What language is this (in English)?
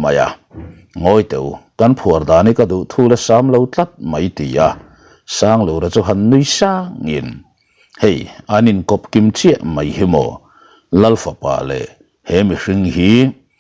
Mizo